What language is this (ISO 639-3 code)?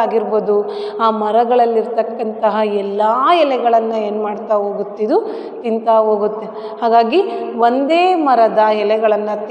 kan